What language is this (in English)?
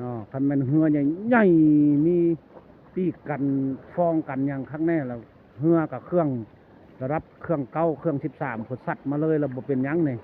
Lao